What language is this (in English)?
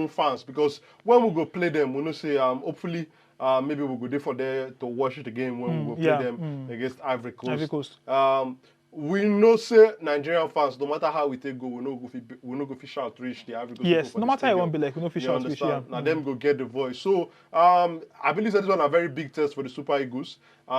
Nigerian Pidgin